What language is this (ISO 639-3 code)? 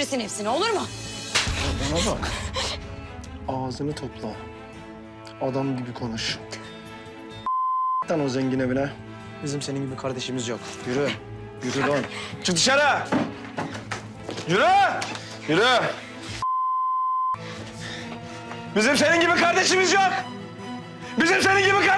tur